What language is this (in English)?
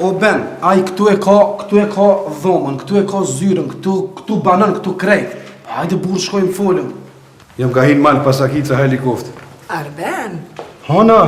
Albanian